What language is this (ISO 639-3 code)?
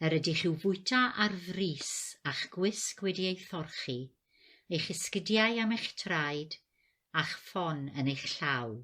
cym